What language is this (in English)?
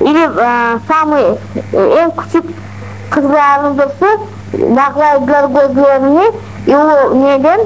Crimean Tatar